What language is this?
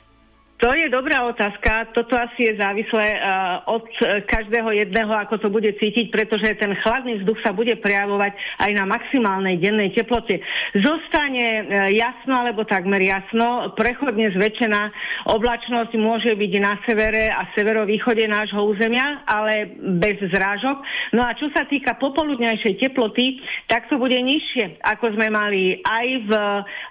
Slovak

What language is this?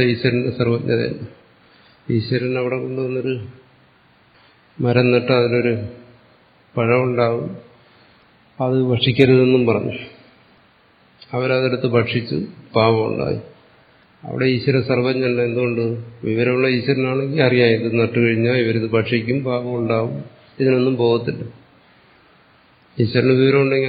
Malayalam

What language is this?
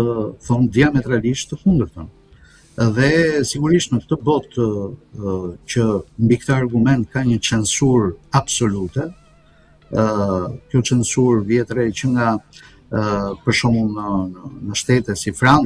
Albanian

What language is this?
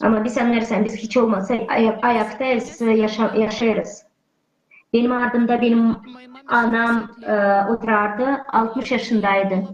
Gagauz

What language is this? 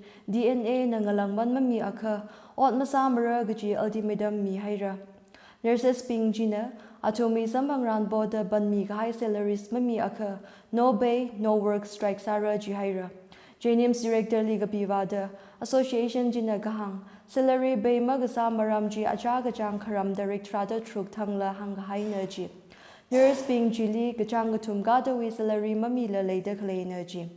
Tangkhul Naga (India)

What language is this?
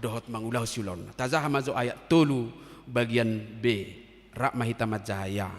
Batak Toba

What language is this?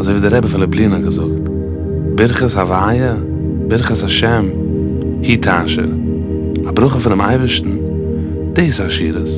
Yiddish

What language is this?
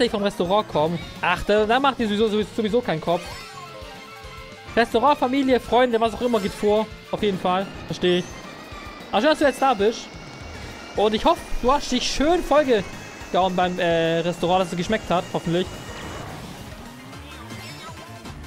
German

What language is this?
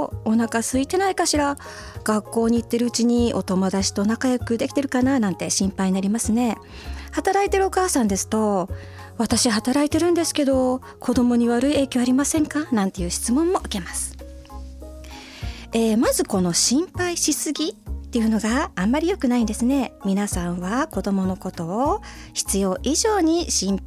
Japanese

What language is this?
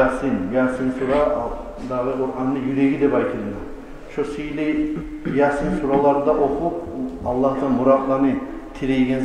Kumyk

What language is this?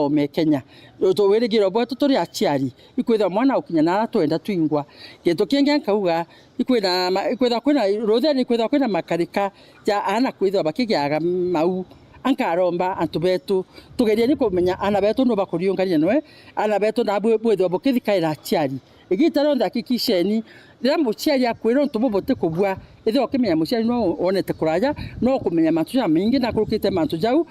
Meru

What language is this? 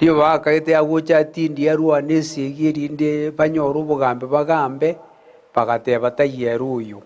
Gusii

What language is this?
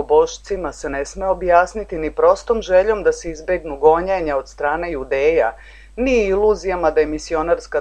Serbian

